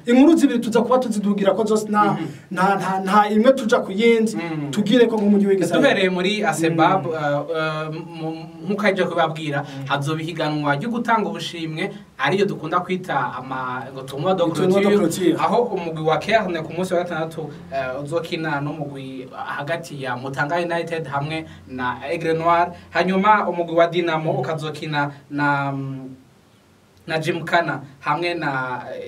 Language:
Rundi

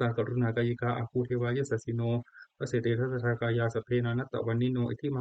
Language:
Pali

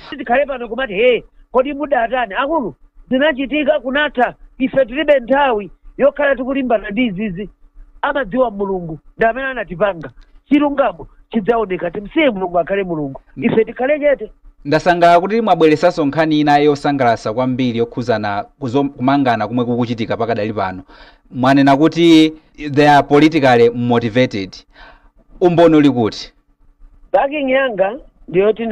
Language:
Nyanja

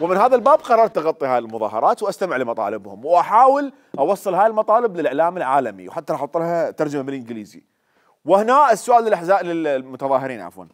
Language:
Mesopotamian Arabic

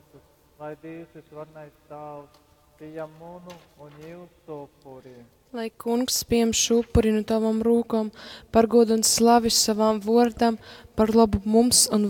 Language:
Latgalian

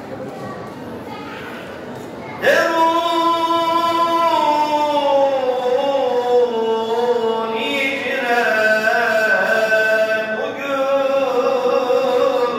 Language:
Turkish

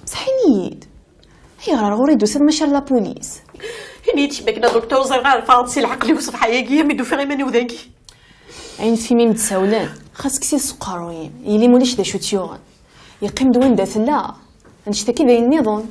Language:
Kabyle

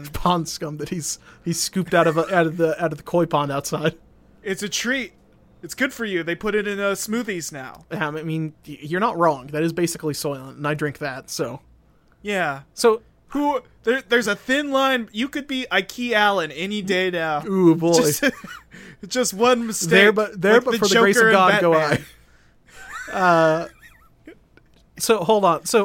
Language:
English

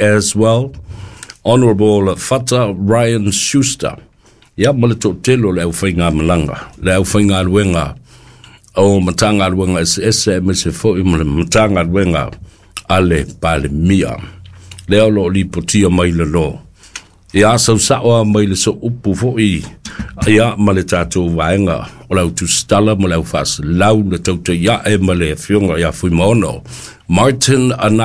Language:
Samoan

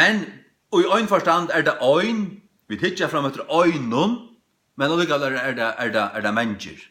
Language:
Faroese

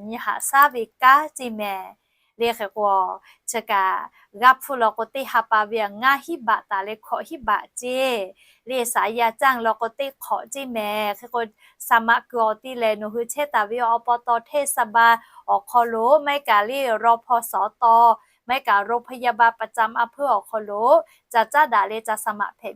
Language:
Lahu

